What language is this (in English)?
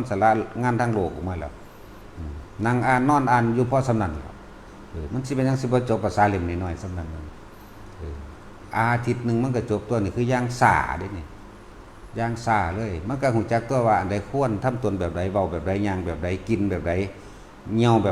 Northeastern Thai